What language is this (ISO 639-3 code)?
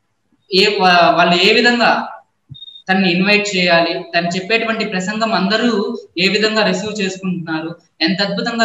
tel